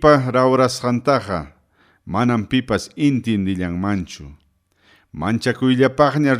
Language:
Ayacucho Quechua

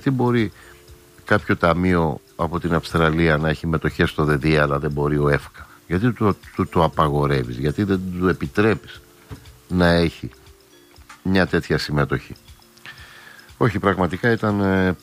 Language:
Greek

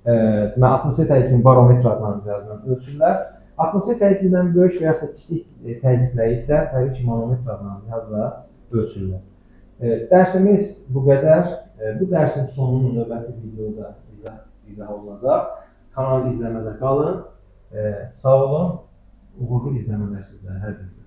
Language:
Azerbaijani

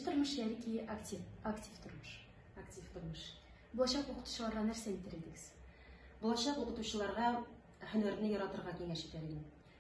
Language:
Tatar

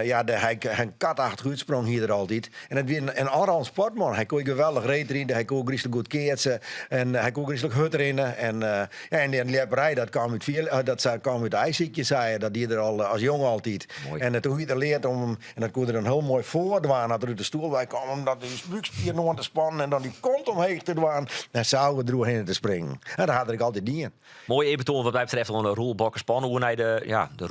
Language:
Western Frisian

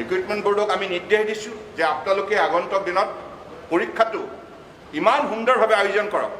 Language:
Assamese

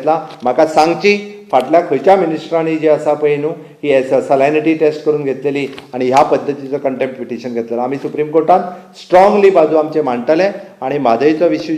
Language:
Konkani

